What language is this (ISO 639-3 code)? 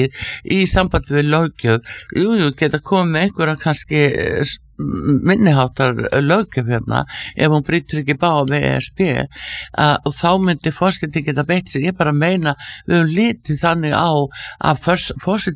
isl